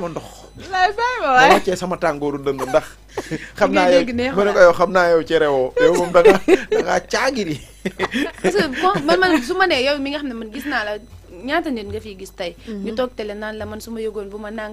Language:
Wolof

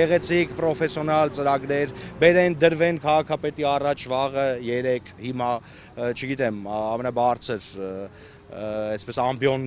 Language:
Armenian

